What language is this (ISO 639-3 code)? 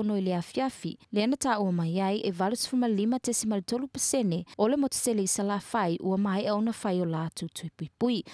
smo